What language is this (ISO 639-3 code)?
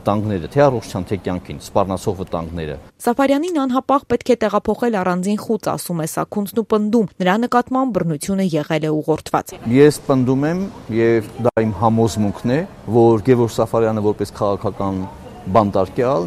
hye